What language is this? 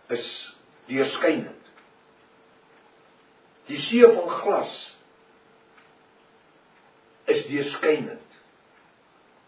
Afrikaans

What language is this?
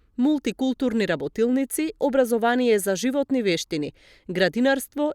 Macedonian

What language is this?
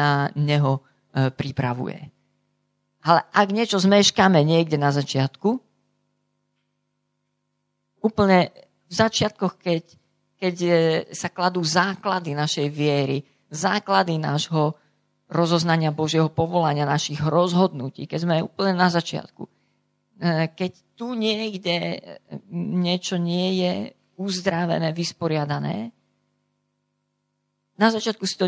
Slovak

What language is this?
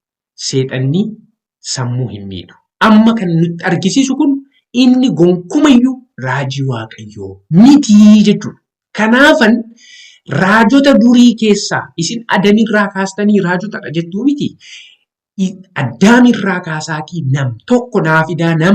Oromo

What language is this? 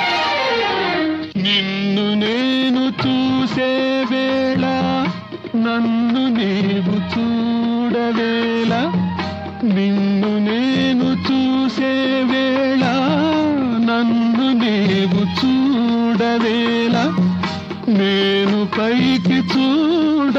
Telugu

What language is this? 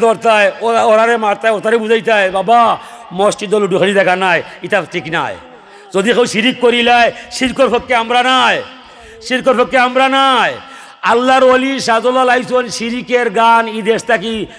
Sylheti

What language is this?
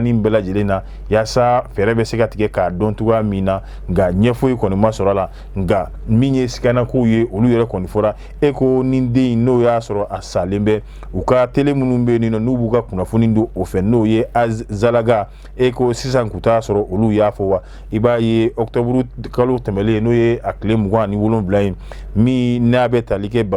Bambara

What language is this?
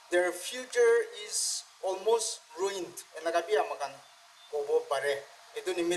Naga Pidgin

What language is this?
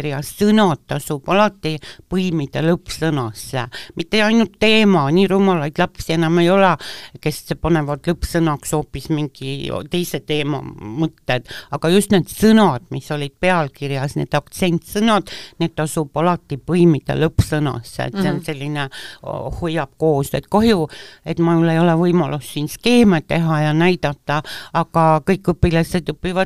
Estonian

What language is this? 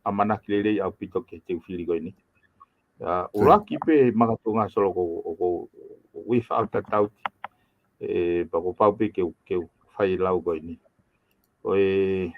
Tongan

